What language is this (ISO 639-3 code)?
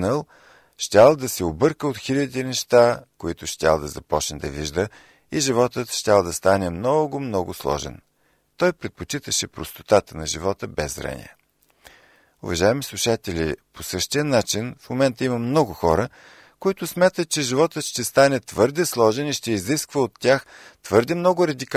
bul